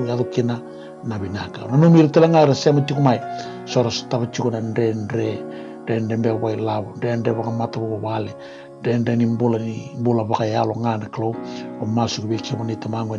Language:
Fijian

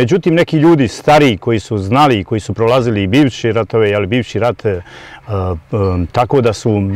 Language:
Bosnian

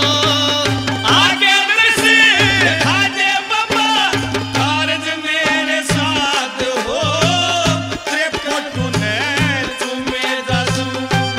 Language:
Haryanvi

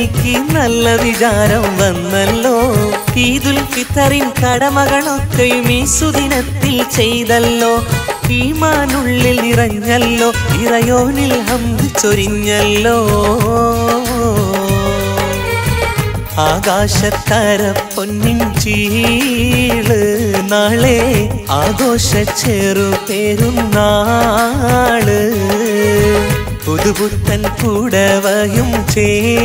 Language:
Malayalam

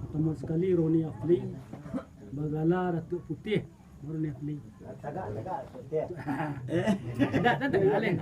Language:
Minangkabau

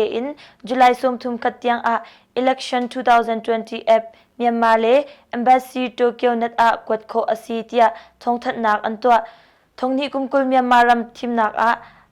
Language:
Hakha Chin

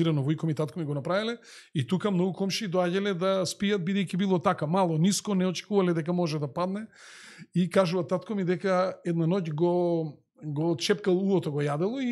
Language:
Macedonian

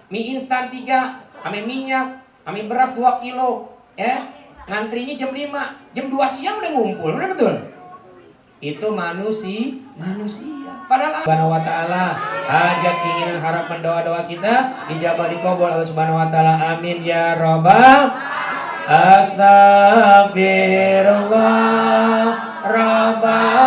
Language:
Betawi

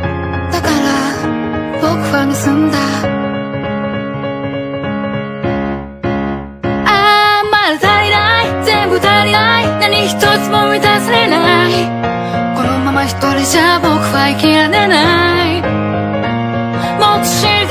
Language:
Japanese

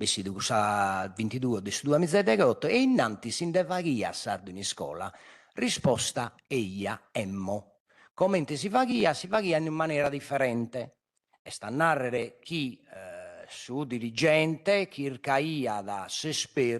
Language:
Sardinian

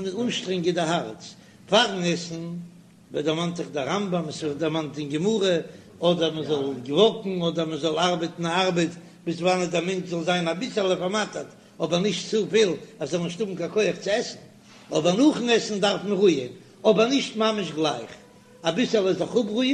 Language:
Yiddish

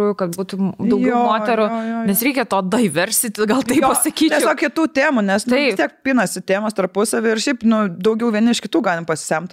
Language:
Lithuanian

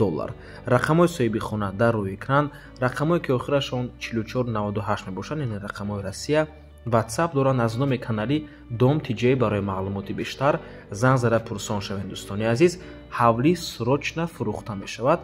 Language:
Tajik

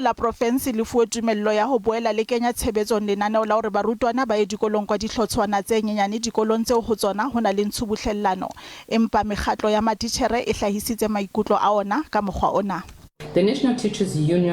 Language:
Southern Sotho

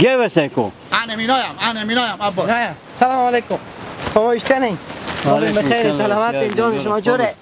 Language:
Hazaragi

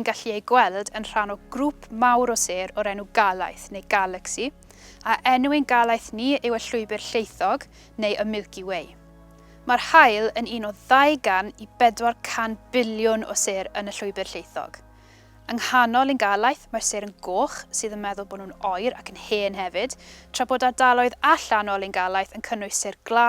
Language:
Welsh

